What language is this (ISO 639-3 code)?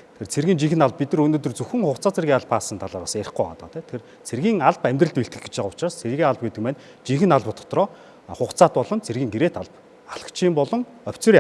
mon